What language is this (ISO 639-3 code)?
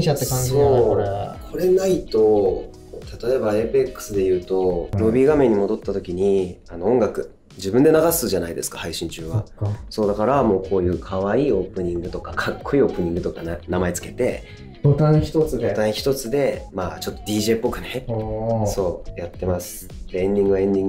jpn